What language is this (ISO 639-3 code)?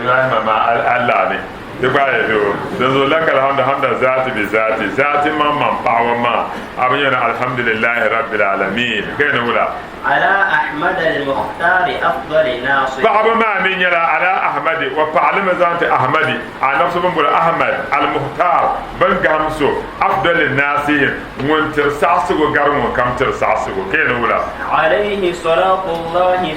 dag